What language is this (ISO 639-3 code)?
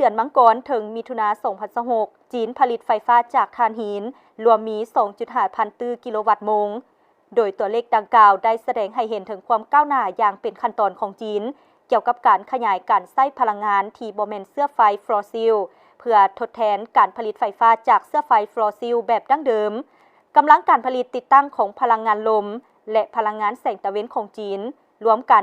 lao